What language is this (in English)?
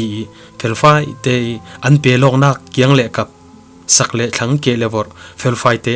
Falam Chin